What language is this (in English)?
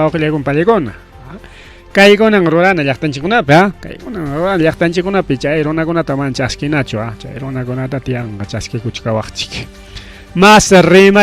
Ayacucho Quechua